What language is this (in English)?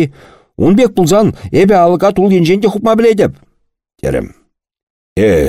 Chuvash